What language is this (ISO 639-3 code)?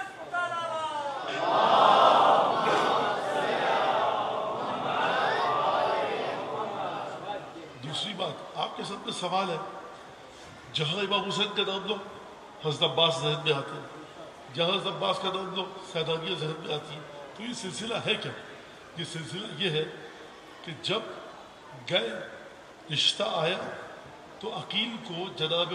urd